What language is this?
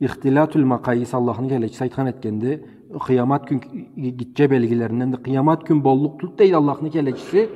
Karachay-Balkar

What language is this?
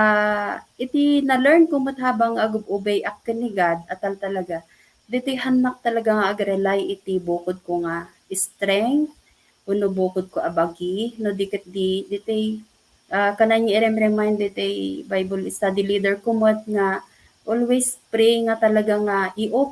Iloko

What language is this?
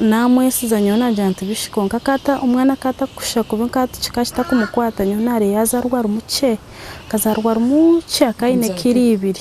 Nyankole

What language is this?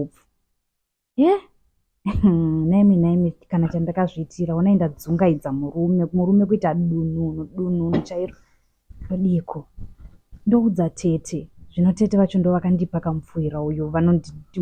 Shona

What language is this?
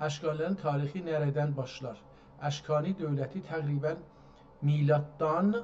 South Azerbaijani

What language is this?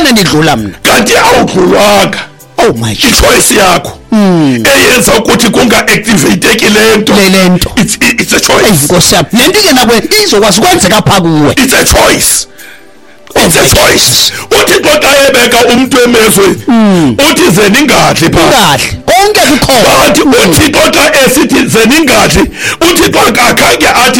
Xhosa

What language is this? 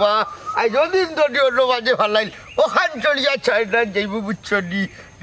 Sylheti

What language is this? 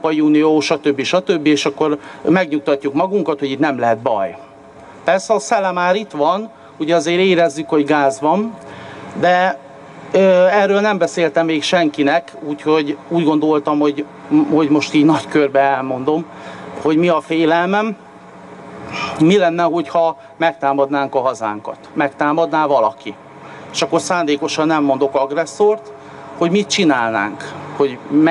Hungarian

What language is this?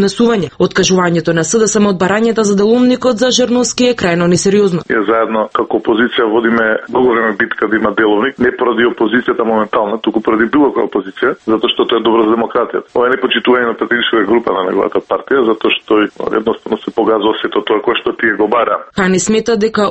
Macedonian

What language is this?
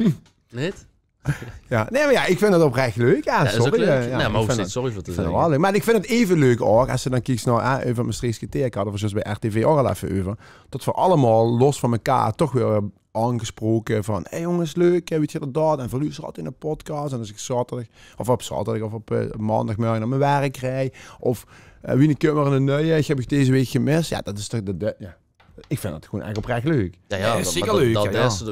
Limburgish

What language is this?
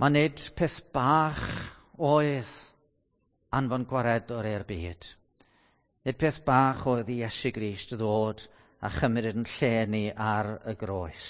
Welsh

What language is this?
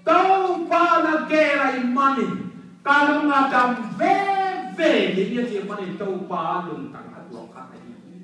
Tedim Chin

